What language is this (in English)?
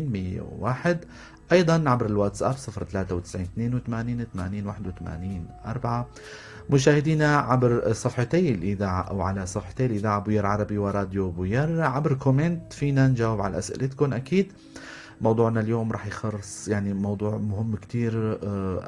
North Levantine Arabic